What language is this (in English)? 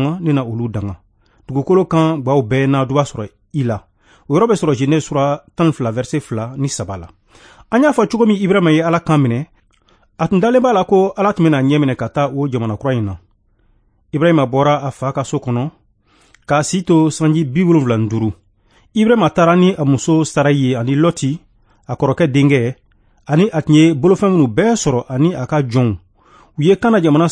Bambara